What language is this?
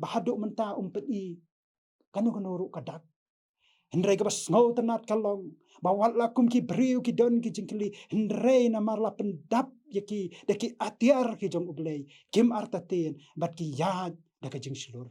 Khasi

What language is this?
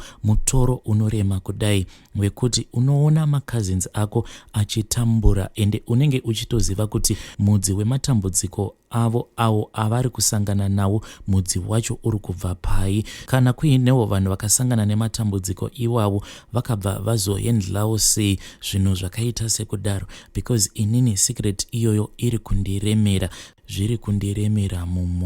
Shona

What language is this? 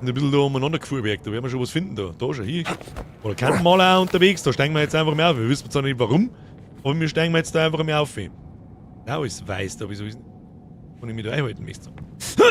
Bavarian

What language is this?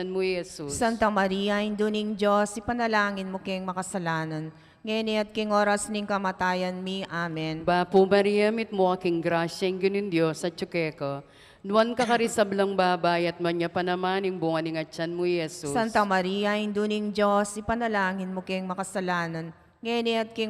Pampanga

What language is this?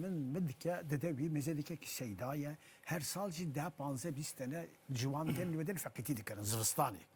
Kurdish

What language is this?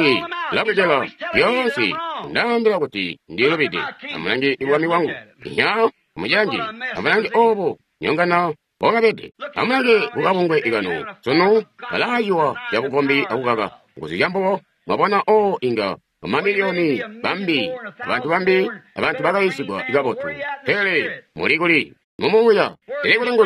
Tonga (Zambia)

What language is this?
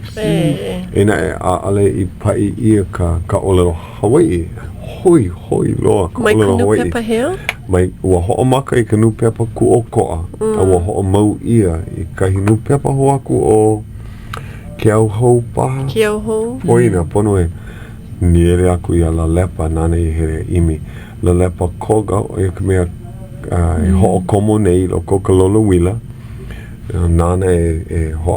Hawaiian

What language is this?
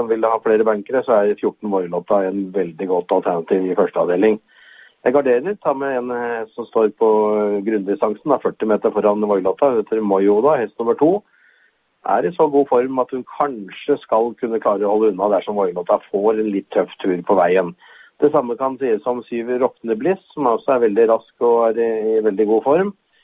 Norwegian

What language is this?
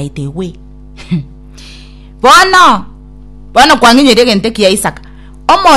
Gusii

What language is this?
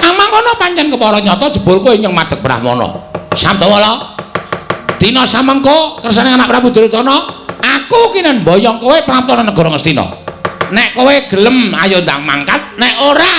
Javanese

